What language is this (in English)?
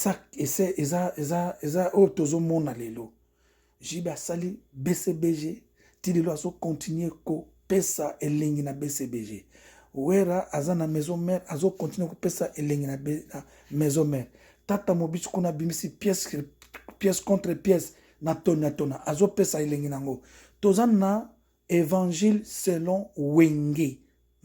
Lingala